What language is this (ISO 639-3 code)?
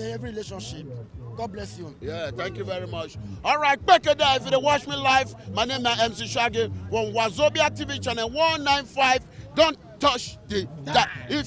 pcm